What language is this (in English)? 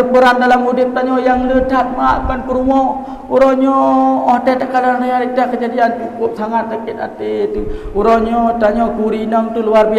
Achinese